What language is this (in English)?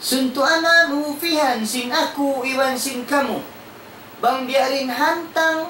Tausug